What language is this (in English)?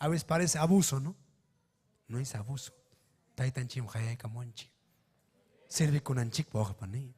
Ayacucho Quechua